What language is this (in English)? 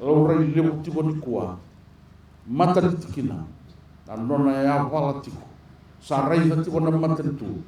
Fijian